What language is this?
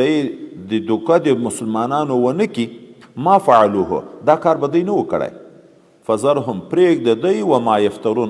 Pashto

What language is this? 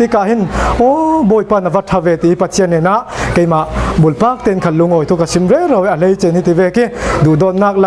Falam Chin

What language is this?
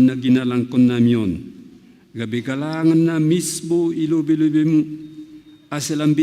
Batak Simalungun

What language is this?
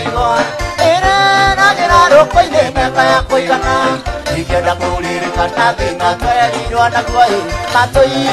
Kikuyu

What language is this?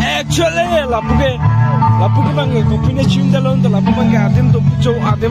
Karbi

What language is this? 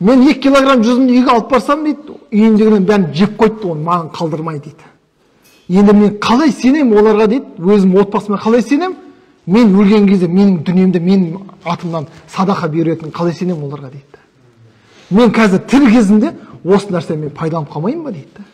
Kazakh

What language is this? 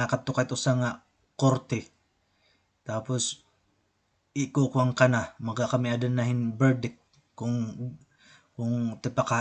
Waray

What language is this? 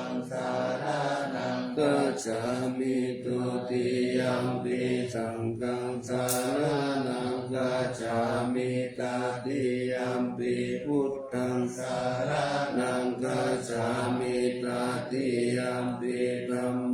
Pali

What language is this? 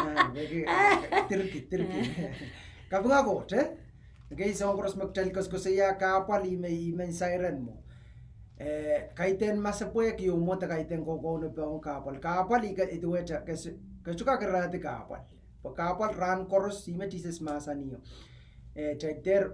Pohnpeian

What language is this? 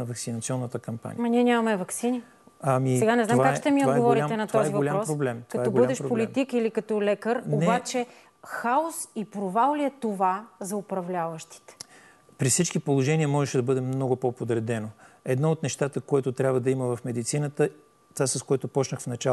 Bulgarian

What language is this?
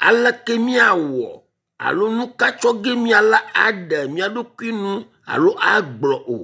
Ewe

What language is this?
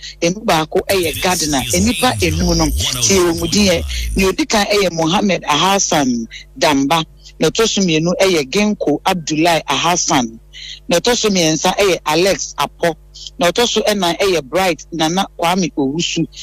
Akan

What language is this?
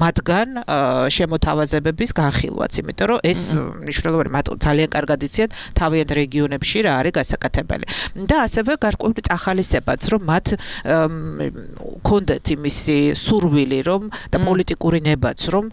Georgian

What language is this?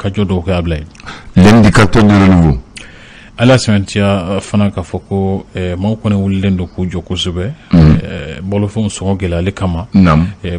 Bambara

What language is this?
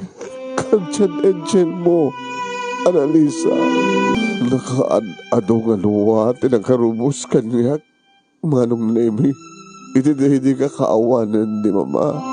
Iloko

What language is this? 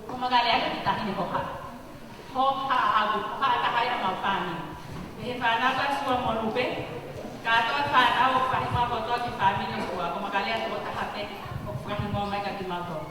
Tongan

